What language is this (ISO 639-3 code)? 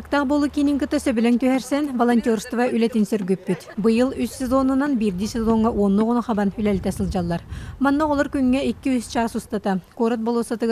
sah